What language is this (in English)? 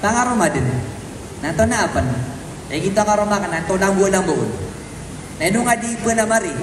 Maranao